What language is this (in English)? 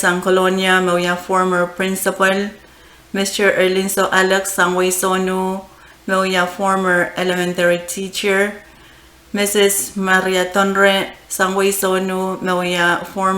Pohnpeian